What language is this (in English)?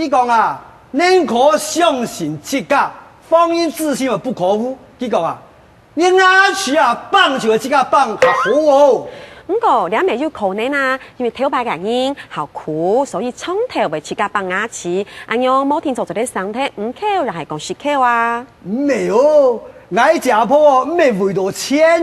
Hakka Chinese